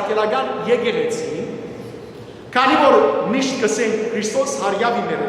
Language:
Western Armenian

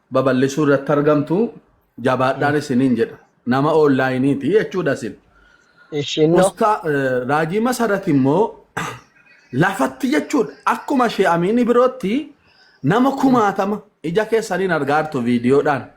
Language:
Oromo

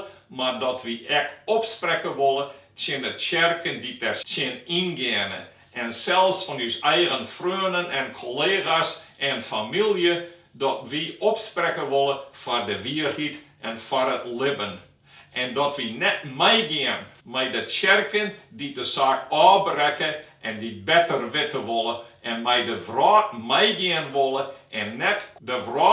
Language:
Western Frisian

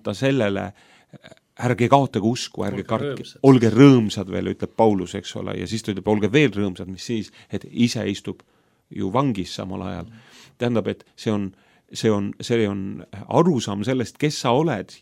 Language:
Estonian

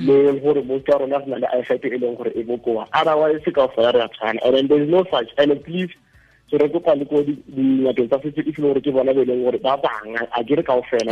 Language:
Tswana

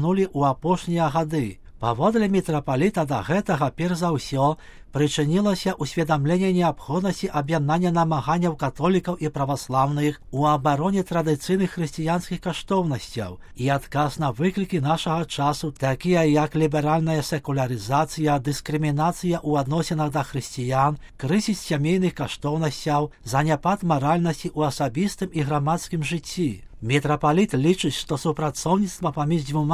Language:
Belarusian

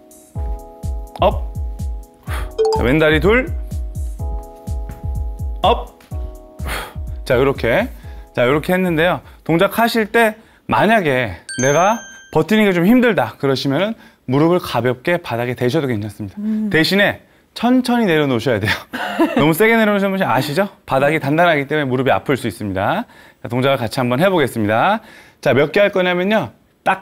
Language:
Korean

